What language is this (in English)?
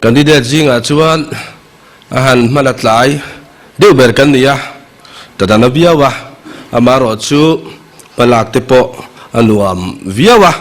Mizo